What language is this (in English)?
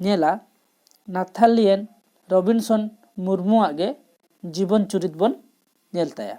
Santali